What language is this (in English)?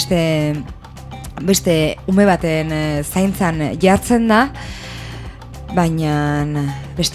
Basque